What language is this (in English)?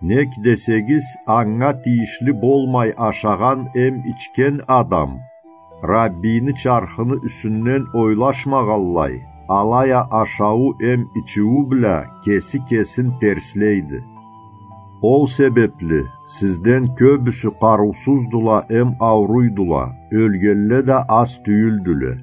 Karachay-Balkar